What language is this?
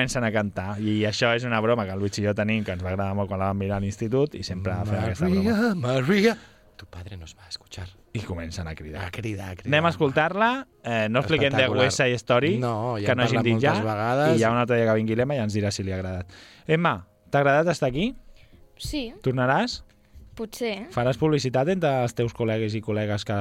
Catalan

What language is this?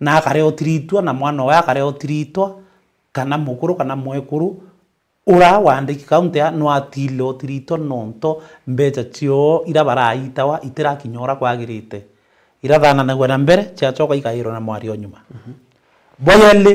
Meru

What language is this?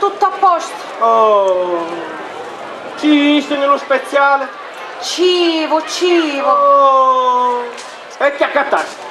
Sicilian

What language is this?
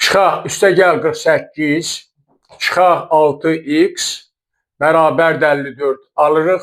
Azerbaijani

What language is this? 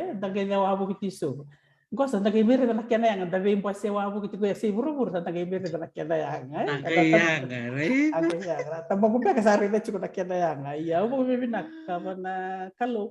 Fijian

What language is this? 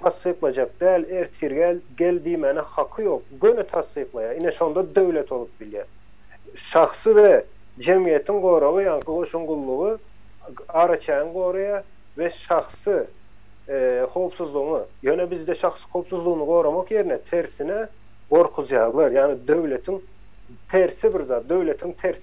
Turkmen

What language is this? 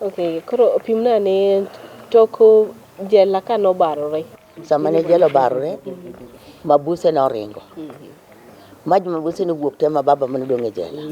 Luo (Kenya and Tanzania)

